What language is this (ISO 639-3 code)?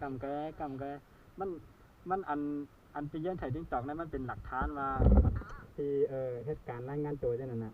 shn